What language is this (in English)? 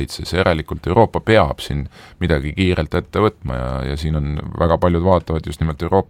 Estonian